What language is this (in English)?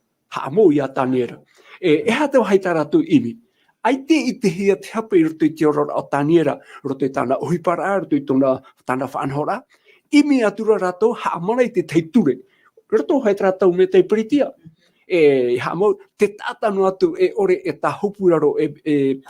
Tahitian